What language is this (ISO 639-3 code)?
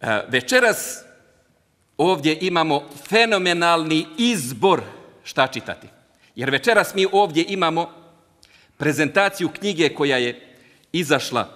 bos